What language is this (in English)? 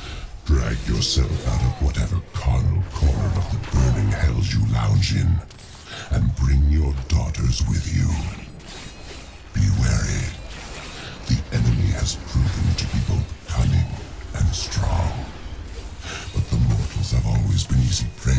English